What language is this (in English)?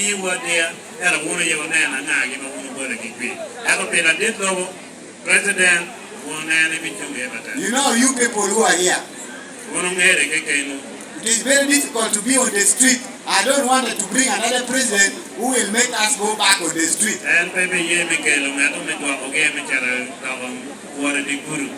Lango (Uganda)